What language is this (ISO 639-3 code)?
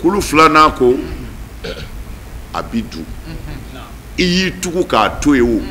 bam